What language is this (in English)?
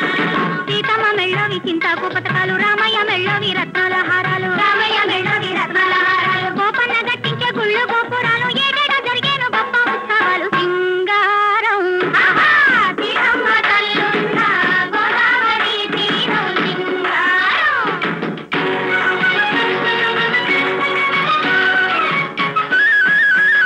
Telugu